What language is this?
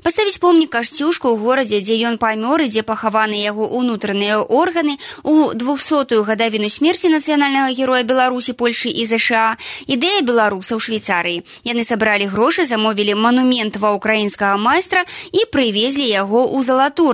Belarusian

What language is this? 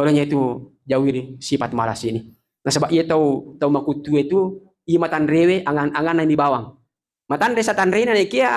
Buginese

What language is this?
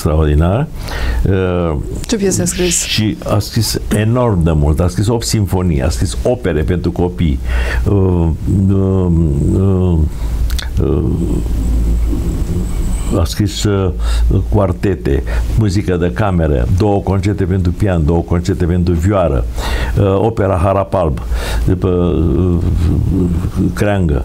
Romanian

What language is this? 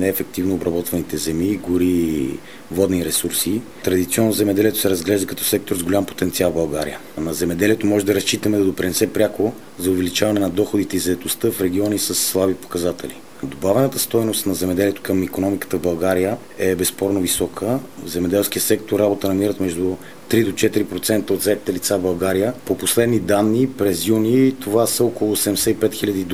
Bulgarian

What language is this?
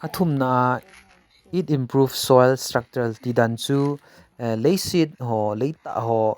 Thado Chin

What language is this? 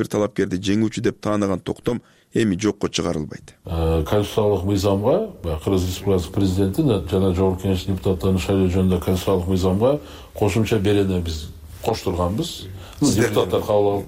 Kyrgyz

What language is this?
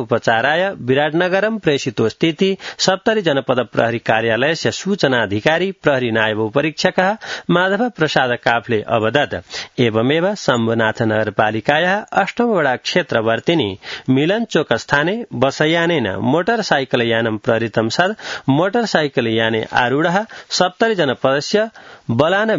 Sanskrit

